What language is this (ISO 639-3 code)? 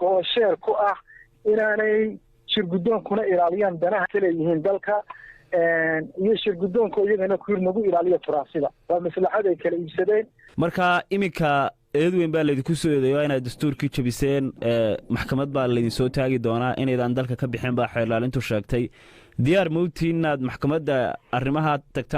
som